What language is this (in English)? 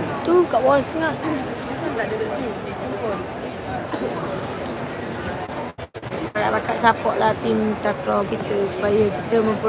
Malay